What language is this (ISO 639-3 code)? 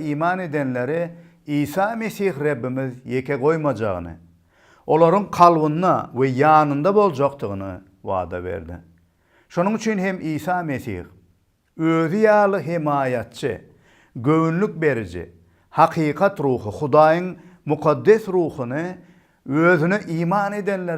tuk